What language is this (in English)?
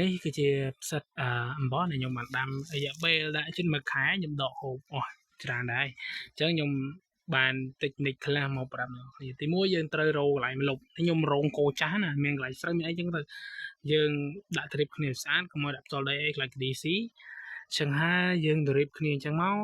Khmer